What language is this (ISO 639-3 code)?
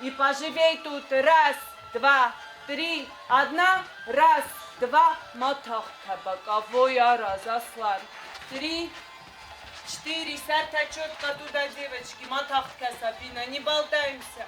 oss